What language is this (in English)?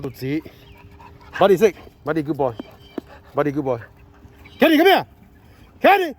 Hmong